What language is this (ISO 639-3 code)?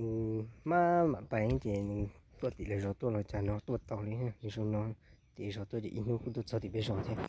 hmn